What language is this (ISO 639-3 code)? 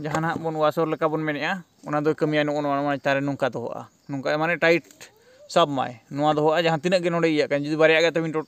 sat